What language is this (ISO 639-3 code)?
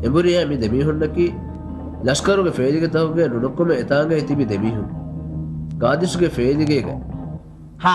div